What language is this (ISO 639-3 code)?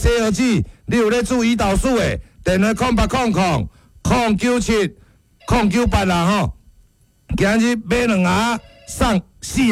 nan